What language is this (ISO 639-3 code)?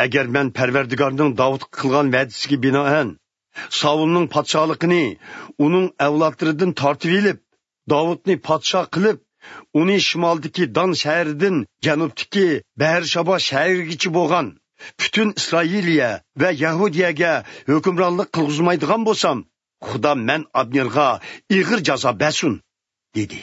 uig